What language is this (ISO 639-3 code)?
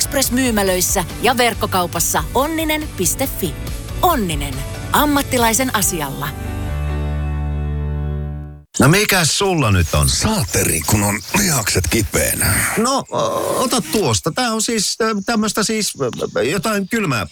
fin